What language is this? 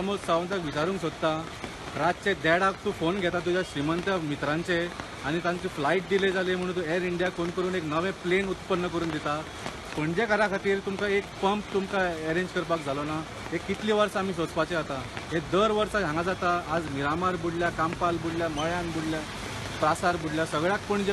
Konkani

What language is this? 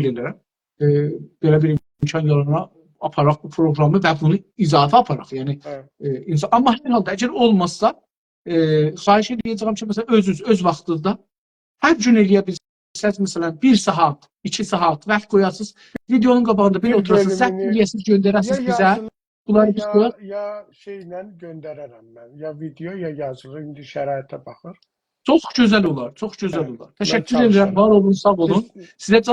South Azerbaijani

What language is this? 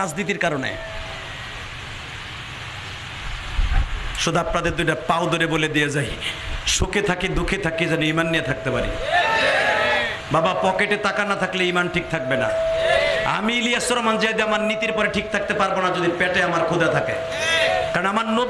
Bangla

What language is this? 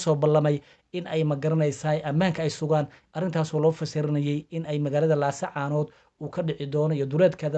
Somali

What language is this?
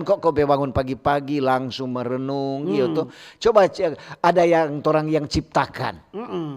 Manado Malay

